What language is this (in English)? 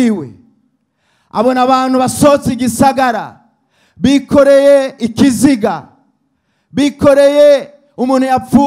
Rundi